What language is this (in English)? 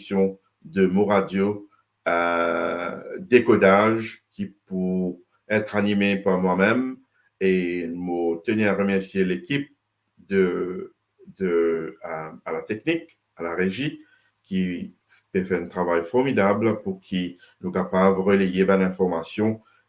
Morisyen